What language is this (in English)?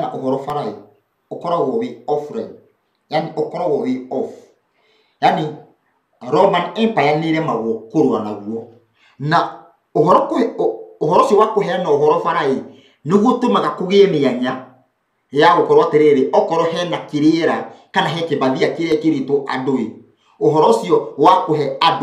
Kikuyu